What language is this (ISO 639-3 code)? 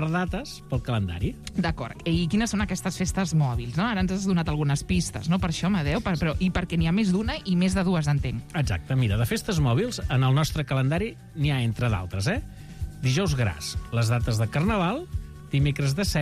cat